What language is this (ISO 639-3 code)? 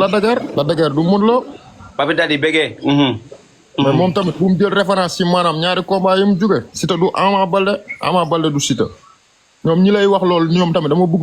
wol